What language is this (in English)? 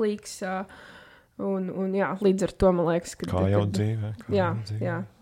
Latvian